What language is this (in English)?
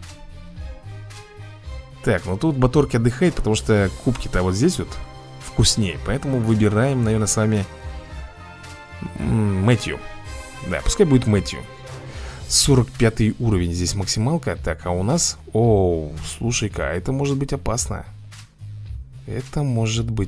Russian